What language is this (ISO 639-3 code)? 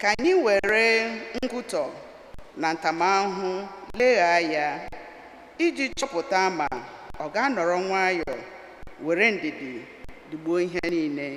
ibo